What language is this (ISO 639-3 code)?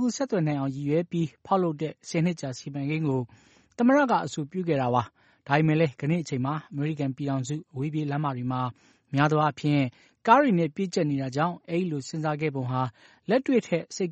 mya